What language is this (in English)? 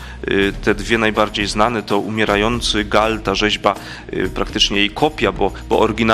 Polish